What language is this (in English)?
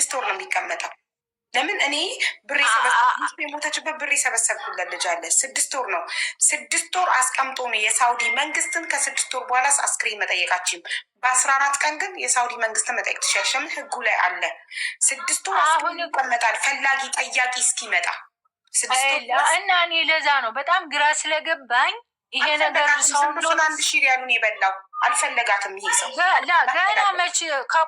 Amharic